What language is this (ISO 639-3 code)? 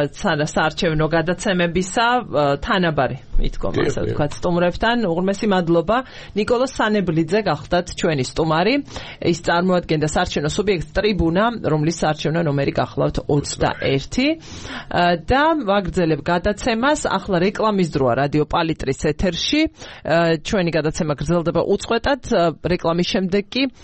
kat